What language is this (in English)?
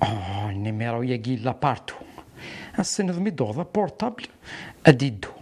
Kabyle